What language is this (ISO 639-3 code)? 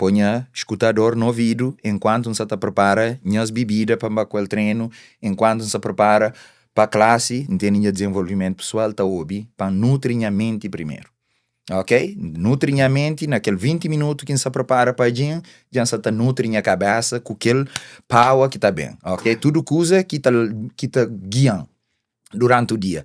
kea